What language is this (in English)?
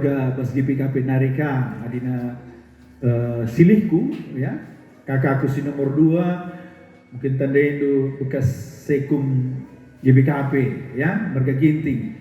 Batak Karo